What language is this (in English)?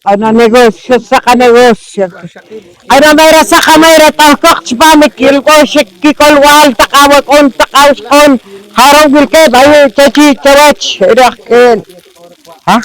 Poqomchi'